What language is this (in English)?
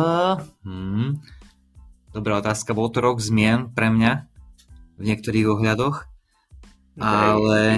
Slovak